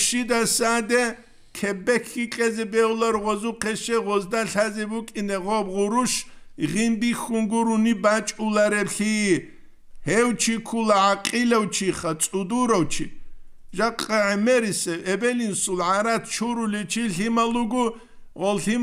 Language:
Avaric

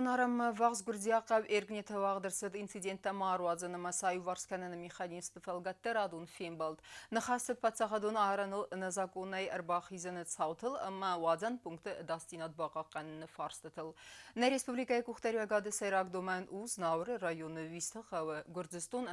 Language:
Ossetic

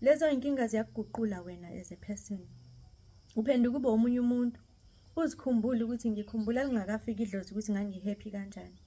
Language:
Zulu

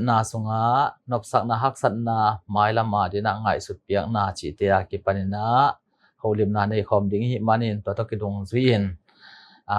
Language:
Tedim Chin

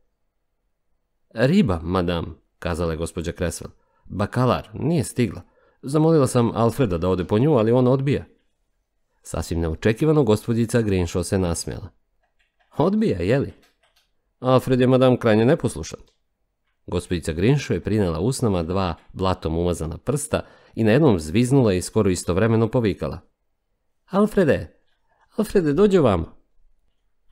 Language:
Serbian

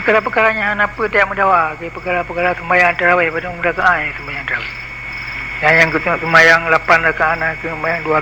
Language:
Achinese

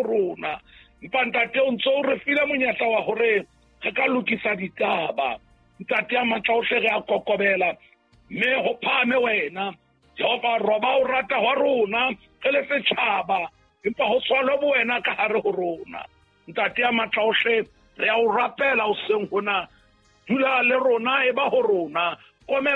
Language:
Southern Sotho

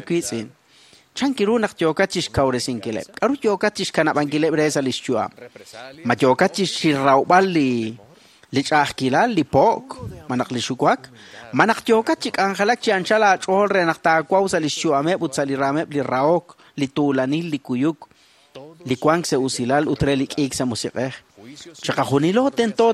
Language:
Kekchí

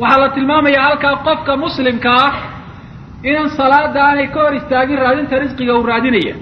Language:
Somali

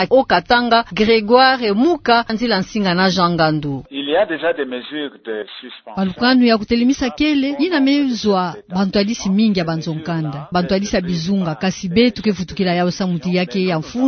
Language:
Kituba (Democratic Republic of Congo)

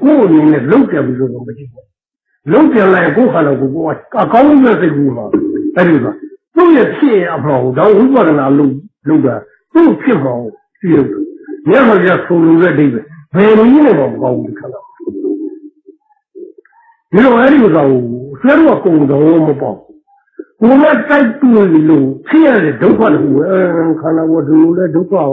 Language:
Burmese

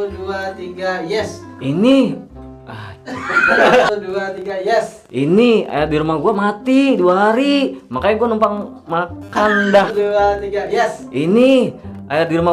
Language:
Betawi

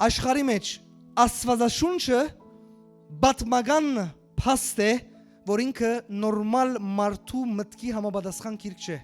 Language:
Western Armenian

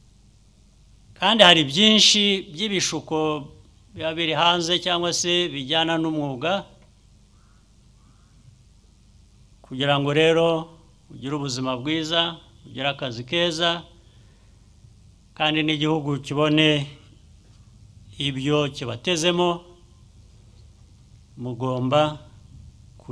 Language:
Kinyarwanda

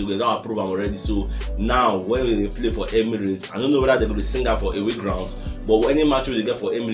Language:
Nigerian Pidgin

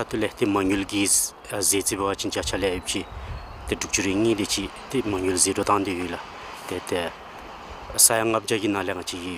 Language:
Dzongkha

